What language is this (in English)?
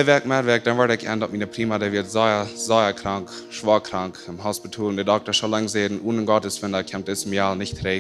Plautdietsch